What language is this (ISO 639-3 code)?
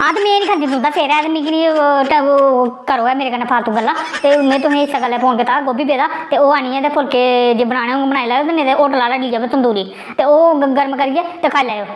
doi